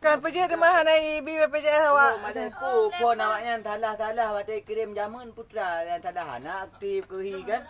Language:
Achinese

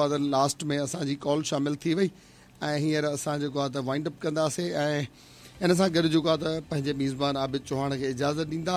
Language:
Sindhi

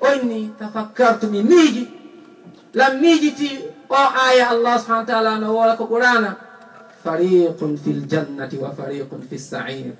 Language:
Fula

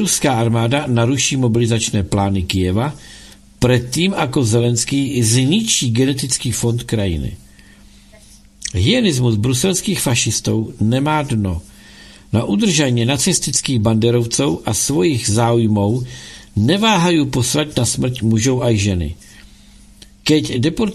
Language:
Czech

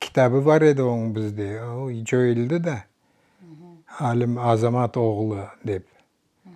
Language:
Crimean Tatar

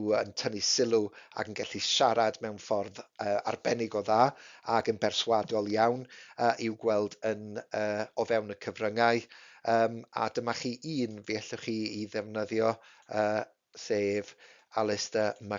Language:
Welsh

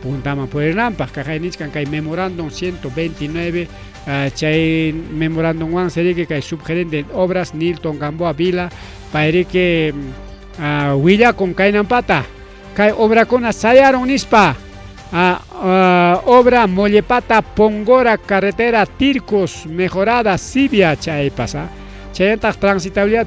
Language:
Ayacucho Quechua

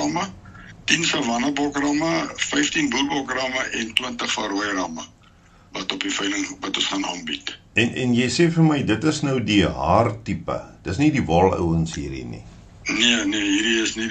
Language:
Afrikaans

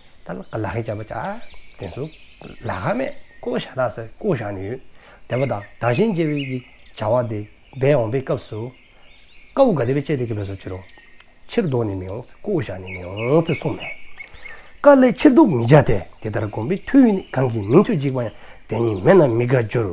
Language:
Dzongkha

